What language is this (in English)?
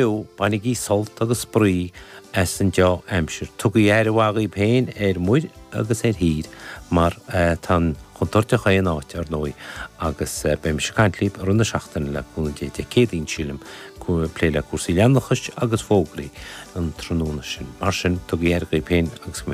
Irish